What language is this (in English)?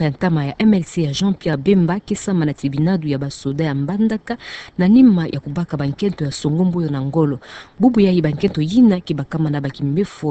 Kituba (Democratic Republic of Congo)